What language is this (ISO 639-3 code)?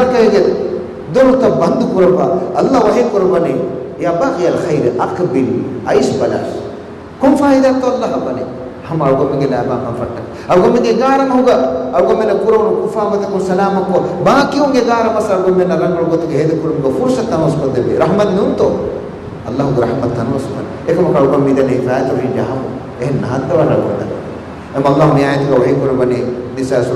div